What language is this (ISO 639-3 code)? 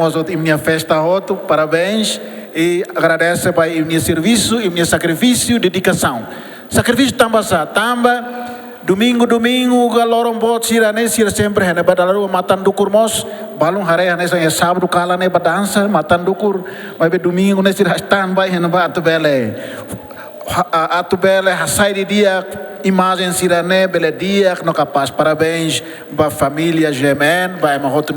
tet